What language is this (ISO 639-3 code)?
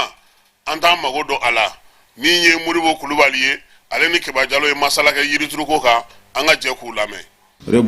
bam